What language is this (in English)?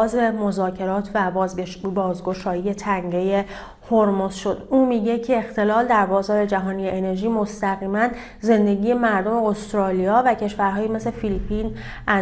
Persian